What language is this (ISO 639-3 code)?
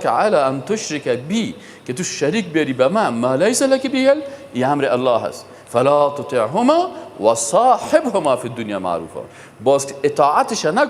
fas